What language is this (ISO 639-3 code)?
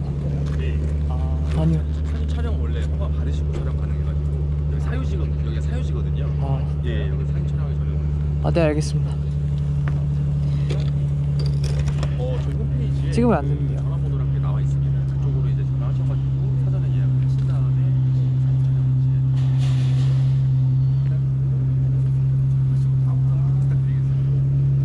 kor